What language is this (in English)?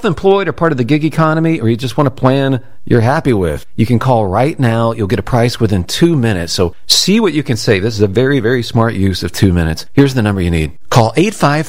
English